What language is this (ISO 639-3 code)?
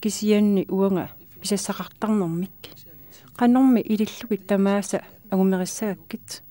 kal